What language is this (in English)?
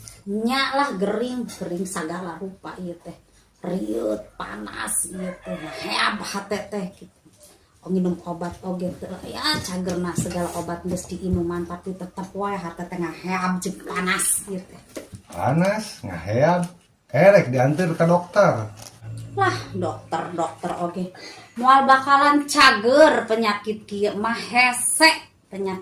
Sundanese